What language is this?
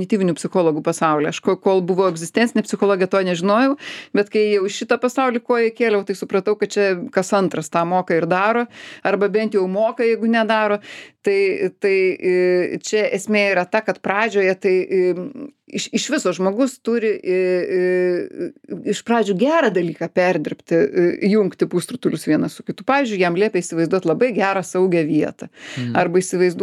Lithuanian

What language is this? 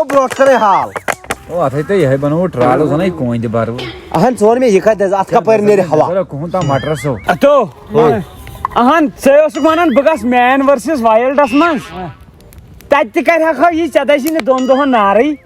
Kashmiri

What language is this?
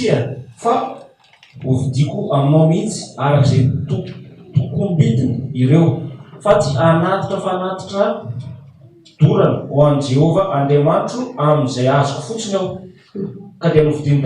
Malagasy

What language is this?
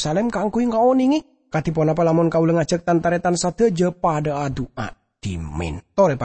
Madurese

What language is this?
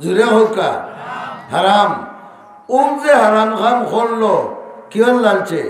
Sylheti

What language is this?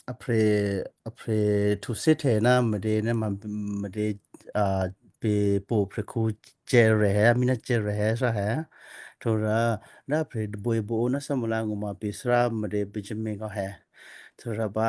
Western Kayah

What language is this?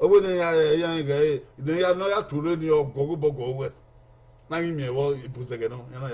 Bini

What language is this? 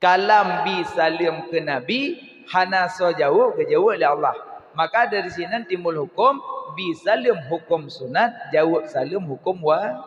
Achinese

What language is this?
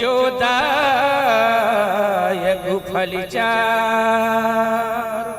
Chhattisgarhi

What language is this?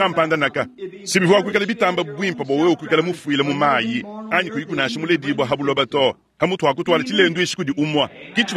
Luba-Lulua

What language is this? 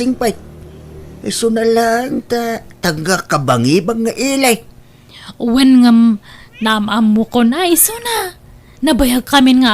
Iloko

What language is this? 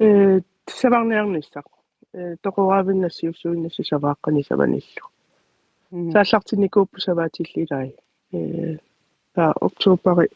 Kalaallisut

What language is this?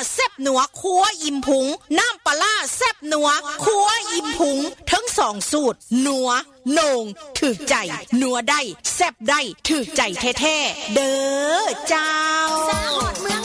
Northeastern Thai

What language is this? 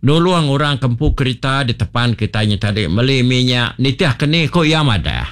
Iban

